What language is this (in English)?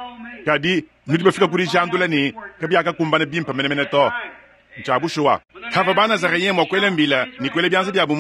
Luba-Lulua